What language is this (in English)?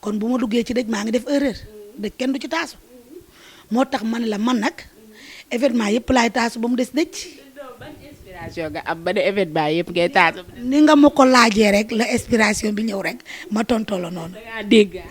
Wolof